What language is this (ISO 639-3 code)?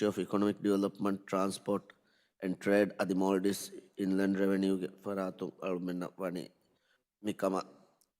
div